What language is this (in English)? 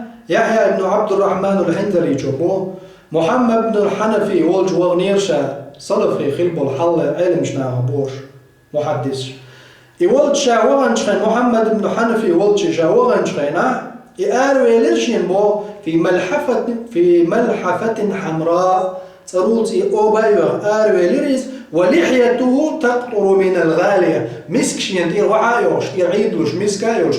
Chechen